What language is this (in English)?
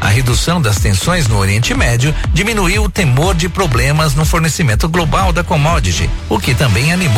Portuguese